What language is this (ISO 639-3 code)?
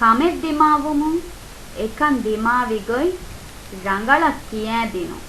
div